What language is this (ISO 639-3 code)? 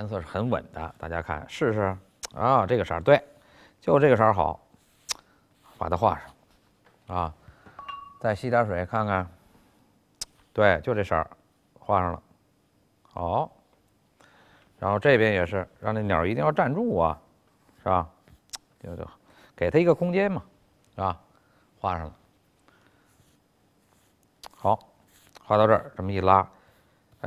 zho